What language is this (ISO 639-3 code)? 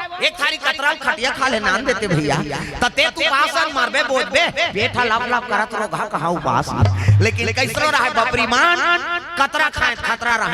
hne